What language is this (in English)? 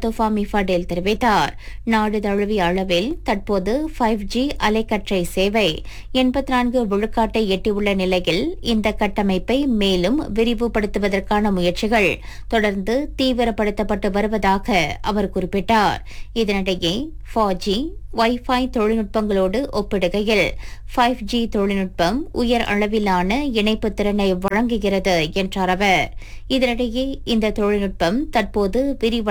Tamil